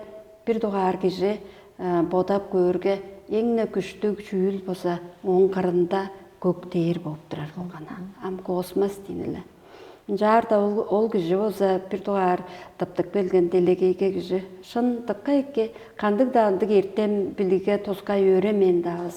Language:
Tuvinian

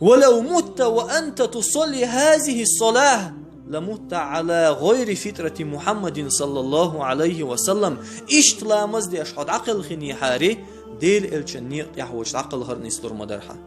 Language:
Chechen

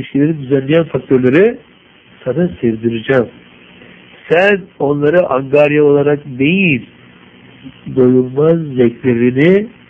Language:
Turkish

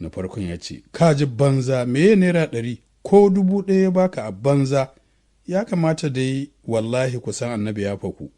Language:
Hausa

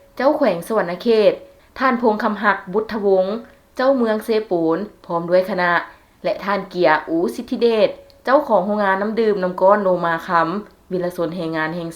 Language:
Lao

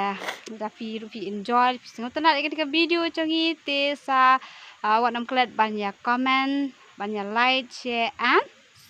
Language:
Khasi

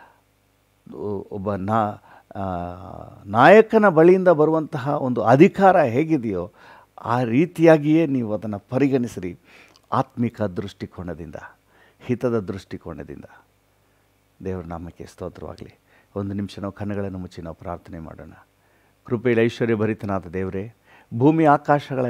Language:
Kannada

